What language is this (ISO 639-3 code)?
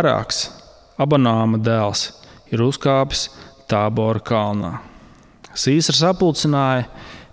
lav